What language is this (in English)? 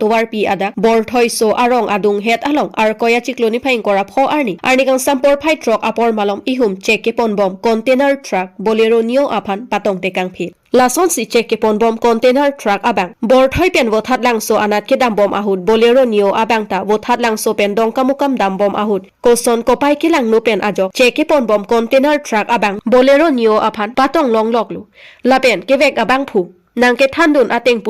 Karbi